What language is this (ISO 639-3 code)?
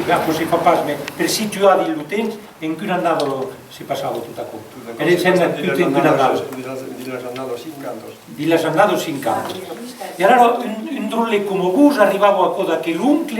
oci